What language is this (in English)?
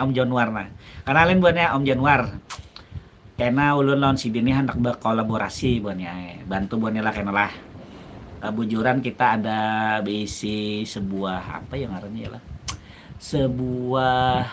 Banjar